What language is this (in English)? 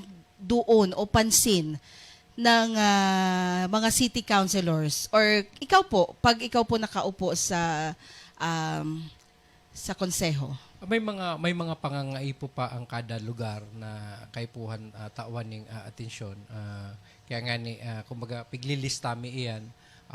Bikol